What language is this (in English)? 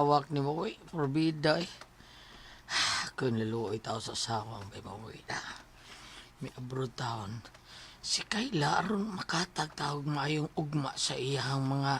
Cebuano